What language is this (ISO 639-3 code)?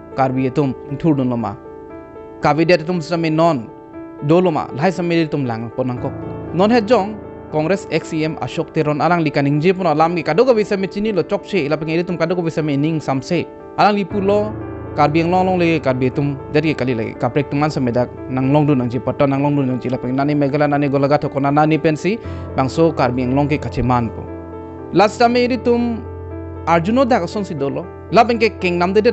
mjw